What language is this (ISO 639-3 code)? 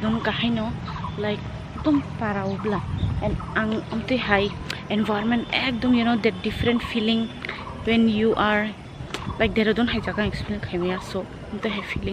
trp